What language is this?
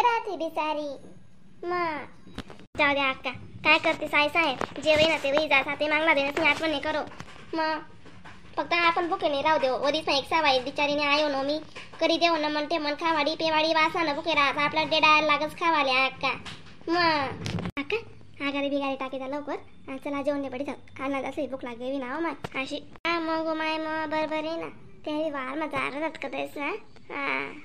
Khandesi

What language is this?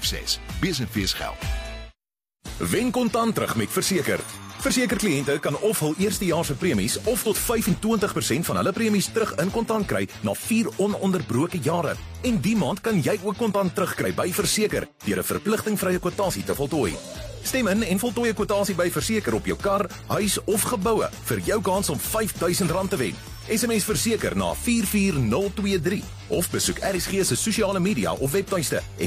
Afrikaans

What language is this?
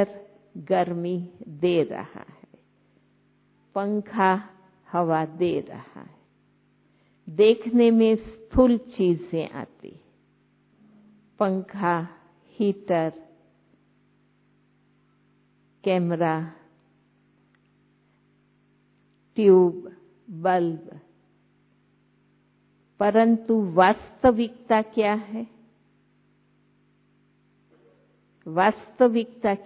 Hindi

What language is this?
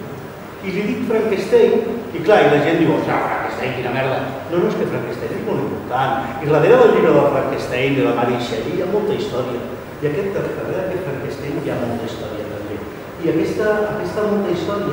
Catalan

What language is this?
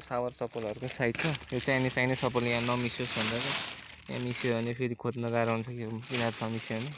Nepali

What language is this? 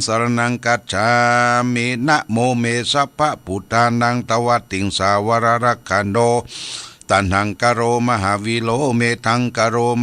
Pali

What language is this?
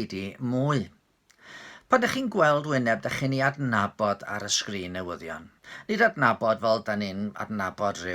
Welsh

